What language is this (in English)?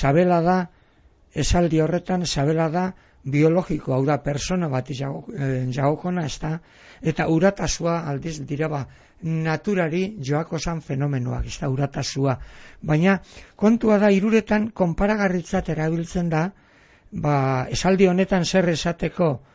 Basque